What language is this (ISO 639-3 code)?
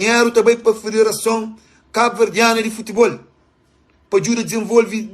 kea